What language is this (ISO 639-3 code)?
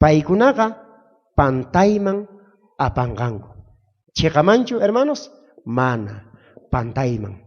quh